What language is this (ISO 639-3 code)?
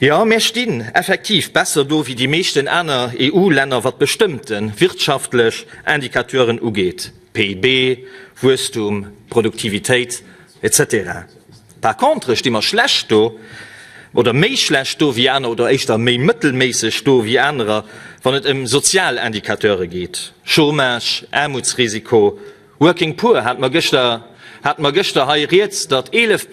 ltz